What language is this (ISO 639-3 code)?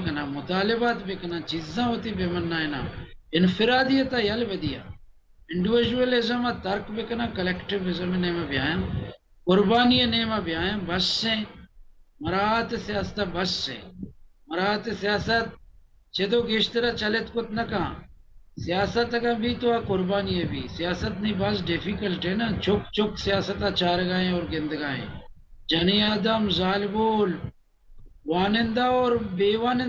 bal